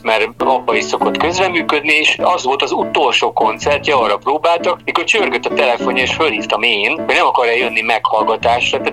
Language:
Hungarian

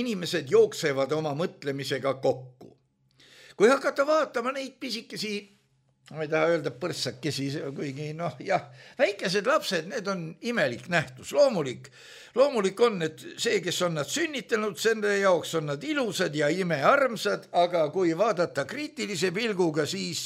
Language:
Estonian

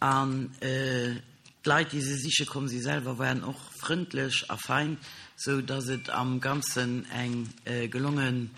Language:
Luxembourgish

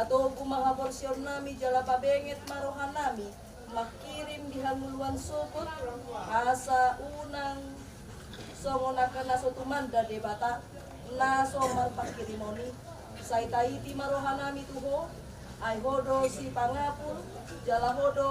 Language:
Batak Toba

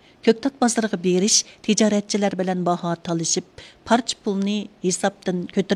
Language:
Uyghur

